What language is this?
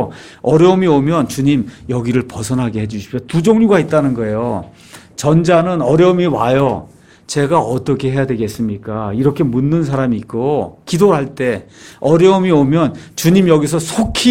Korean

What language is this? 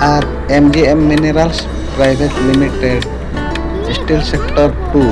Santali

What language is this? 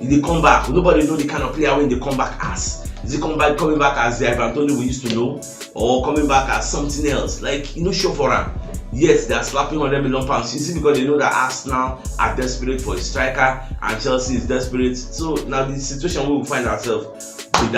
Nigerian Pidgin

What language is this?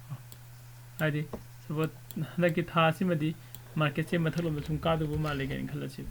Manipuri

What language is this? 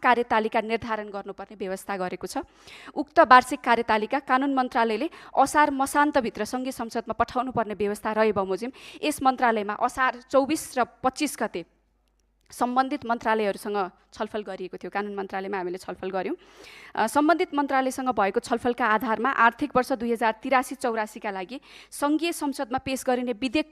Nepali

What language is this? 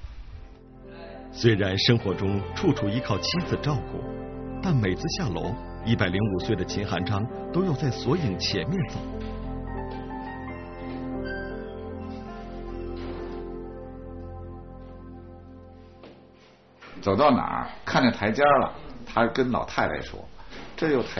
Chinese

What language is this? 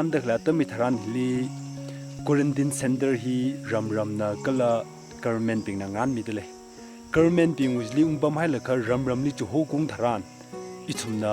Tangkhul Naga (India)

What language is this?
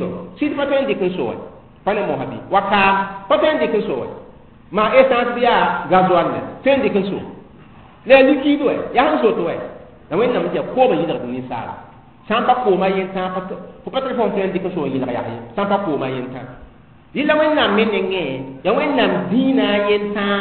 Mossi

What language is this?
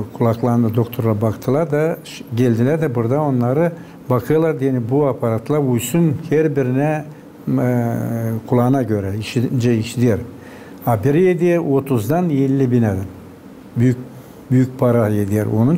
Gagauz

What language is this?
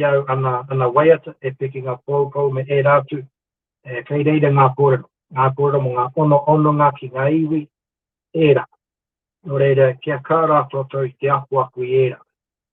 Māori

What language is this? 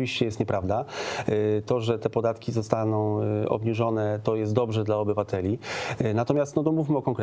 Polish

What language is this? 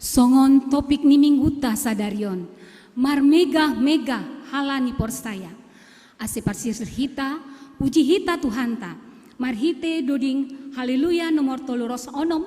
Batak Simalungun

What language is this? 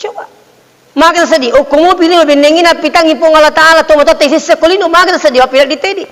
Buginese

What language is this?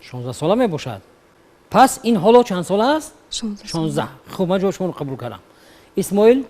Tajik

